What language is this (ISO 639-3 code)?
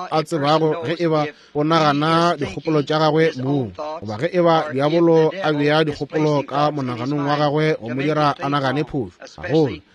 nso